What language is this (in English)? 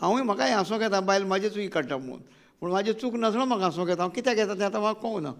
Konkani